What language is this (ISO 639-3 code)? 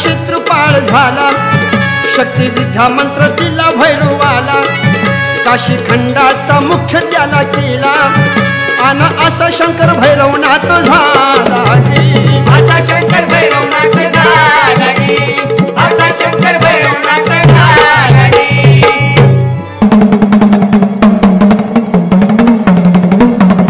mar